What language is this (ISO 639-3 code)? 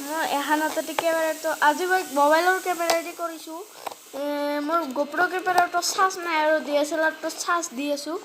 asm